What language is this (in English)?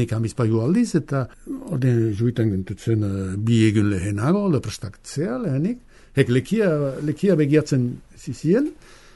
Basque